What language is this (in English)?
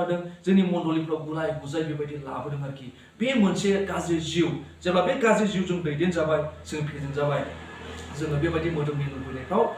Bodo